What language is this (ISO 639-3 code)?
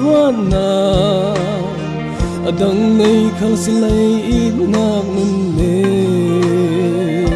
cfm